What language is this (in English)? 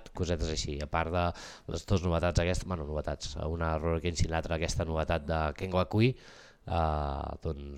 Catalan